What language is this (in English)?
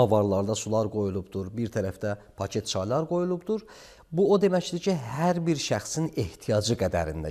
Azerbaijani